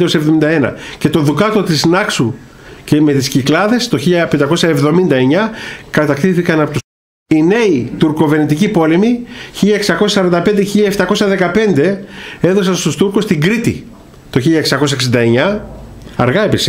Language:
Greek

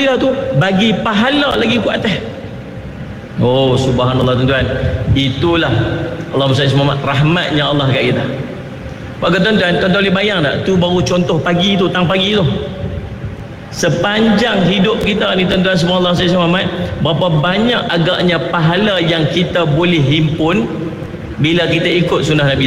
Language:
Malay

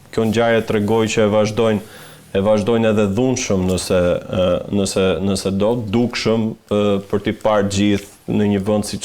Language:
Albanian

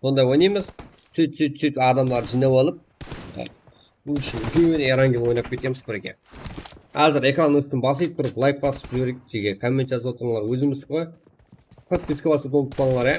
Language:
Kara-Kalpak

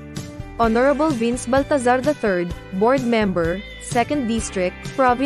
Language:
Bikol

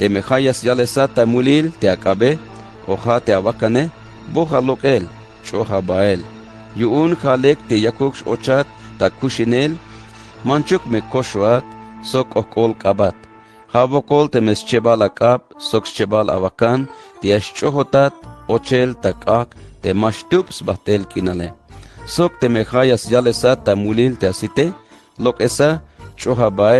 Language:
Tzeltal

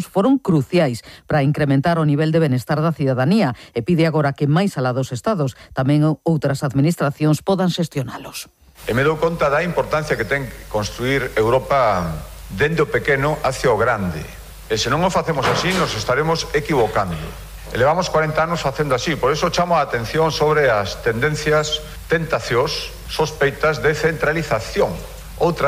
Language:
Galician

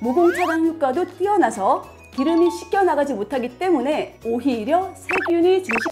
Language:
Korean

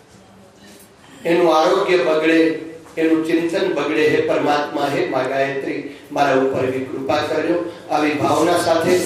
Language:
Gujarati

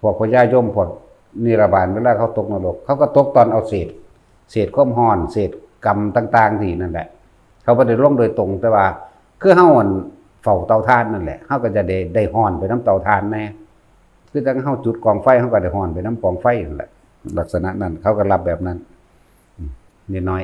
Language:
Northeastern Thai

